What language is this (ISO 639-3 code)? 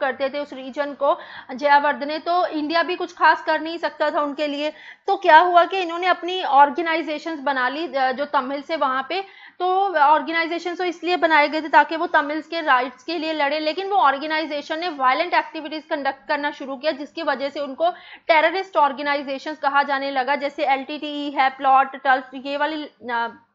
hin